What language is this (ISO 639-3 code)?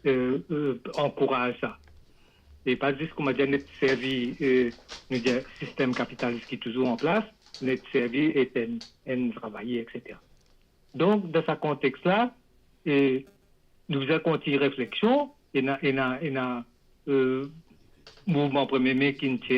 mfe